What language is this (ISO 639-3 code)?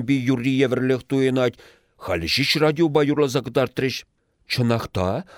chv